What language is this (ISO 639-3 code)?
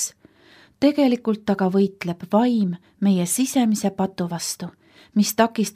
est